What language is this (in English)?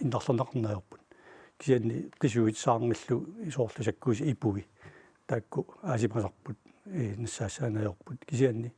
Kalaallisut